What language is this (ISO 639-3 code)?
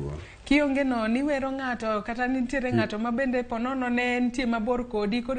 luo